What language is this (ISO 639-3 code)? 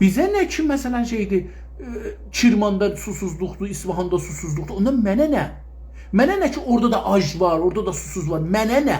azb